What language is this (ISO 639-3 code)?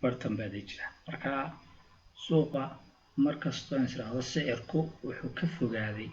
som